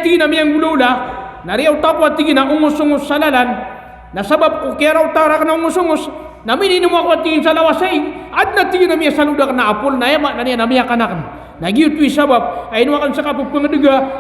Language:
Maranao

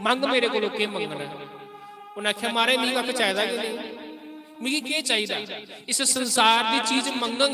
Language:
Dogri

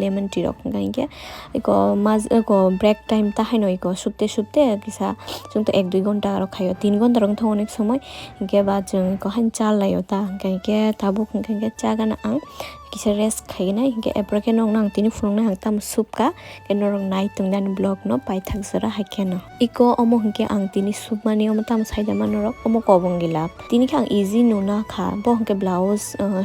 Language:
Kok Borok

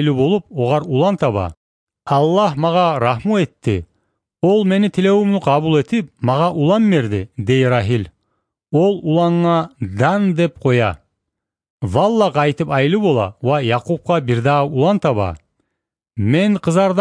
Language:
Kumyk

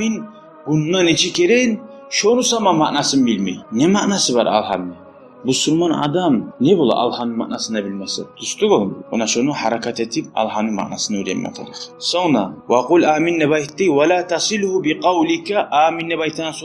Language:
Kumyk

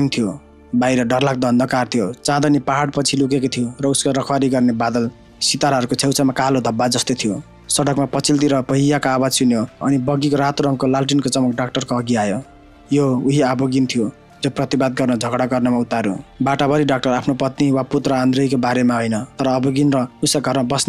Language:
Nepali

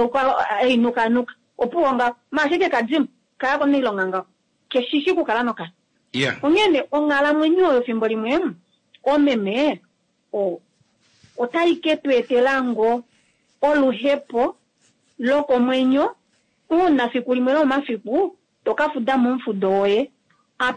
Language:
Kuanyama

